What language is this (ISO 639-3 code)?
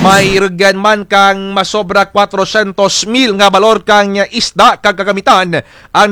krj